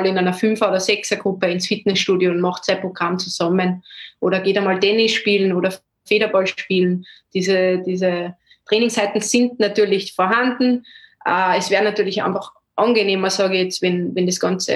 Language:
German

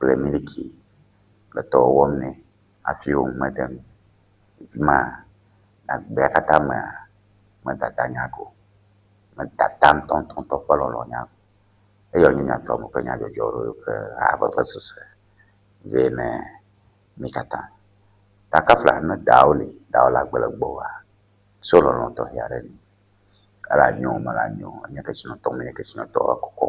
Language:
Ewe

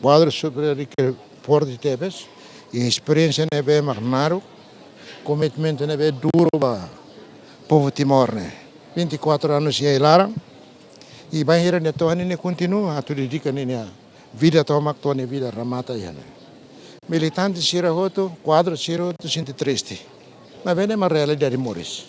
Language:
Tetum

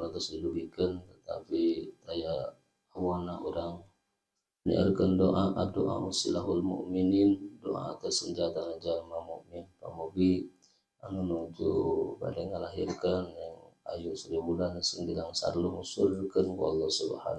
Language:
Sundanese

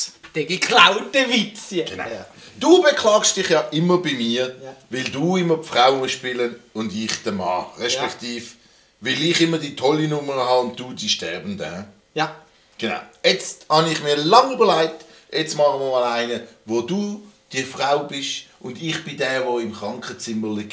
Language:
Swiss German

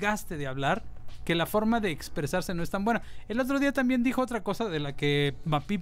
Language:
Spanish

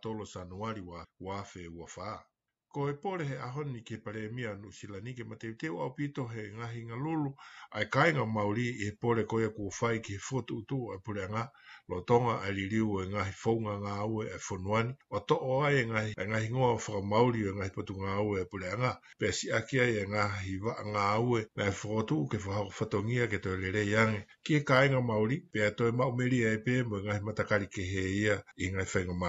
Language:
Tongan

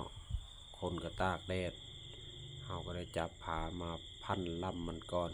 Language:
Lao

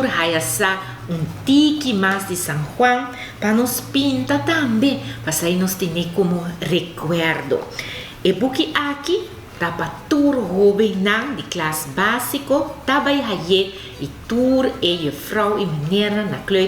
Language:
Papiamento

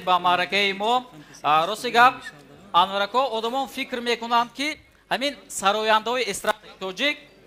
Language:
Tajik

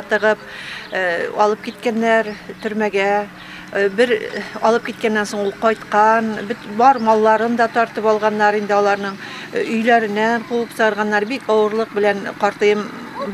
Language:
Tatar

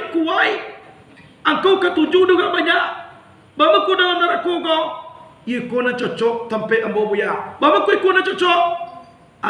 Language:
Minangkabau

